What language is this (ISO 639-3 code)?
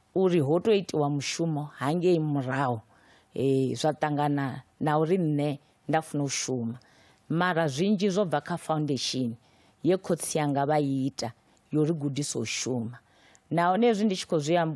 ven